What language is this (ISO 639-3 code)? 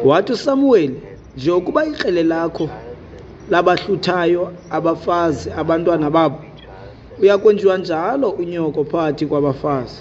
xho